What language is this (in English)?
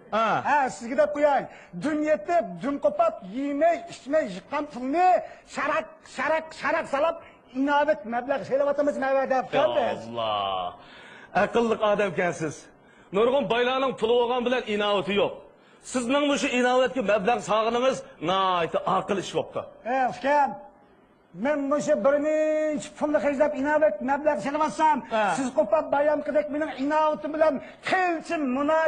Uyghur